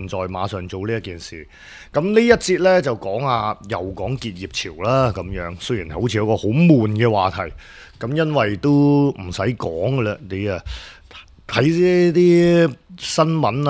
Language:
Cantonese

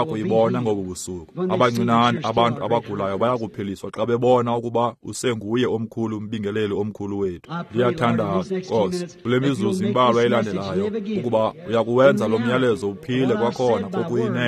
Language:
Xhosa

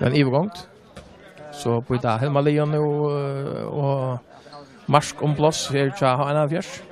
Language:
Faroese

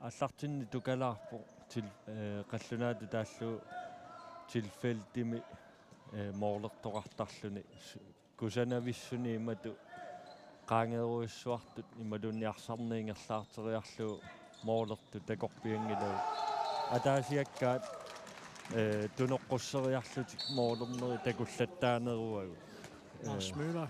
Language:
Kalaallisut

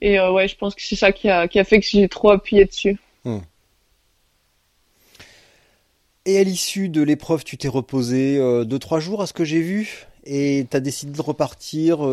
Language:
French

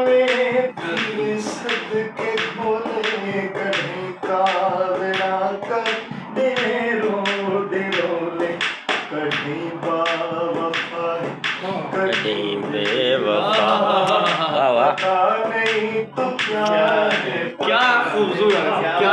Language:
Saraiki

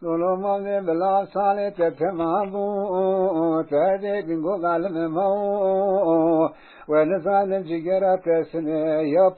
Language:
Zaza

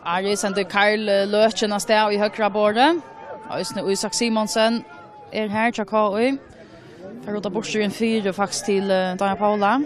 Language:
Faroese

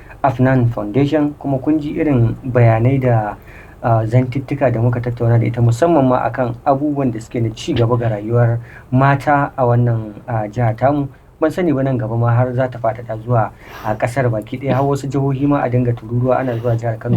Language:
Hausa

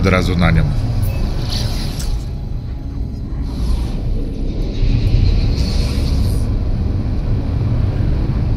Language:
Polish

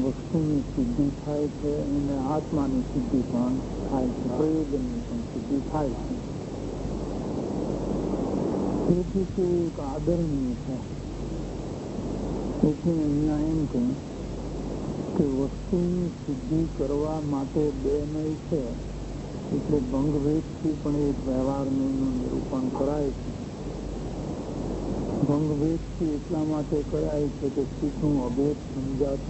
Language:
Gujarati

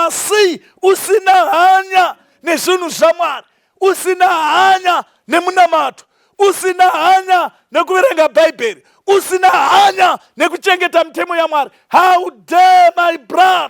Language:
Shona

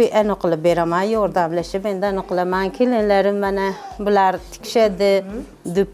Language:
Uzbek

